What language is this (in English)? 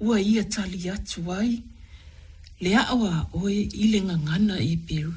Samoan